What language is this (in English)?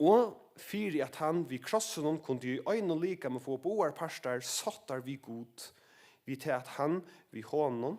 Faroese